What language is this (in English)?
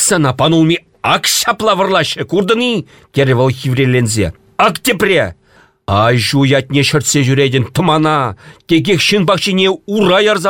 Chuvash